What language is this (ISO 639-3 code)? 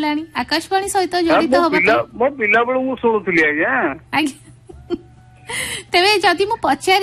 ori